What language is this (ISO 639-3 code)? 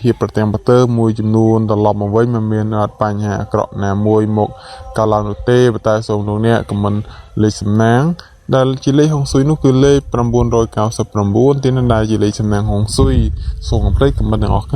khm